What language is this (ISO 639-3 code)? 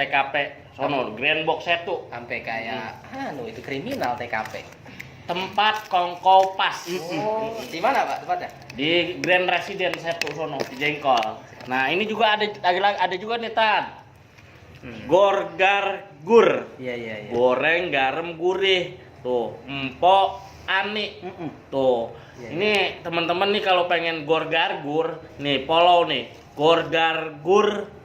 bew